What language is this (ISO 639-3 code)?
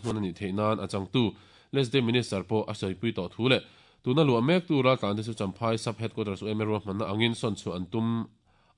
lus